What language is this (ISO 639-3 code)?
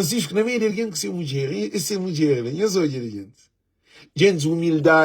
kea